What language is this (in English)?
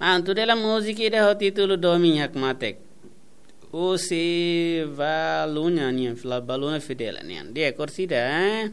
Tetum